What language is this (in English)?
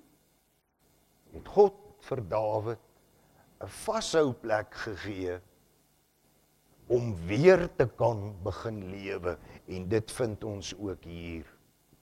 Afrikaans